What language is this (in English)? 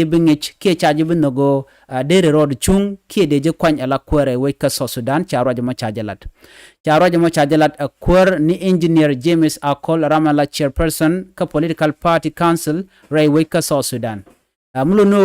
Nuer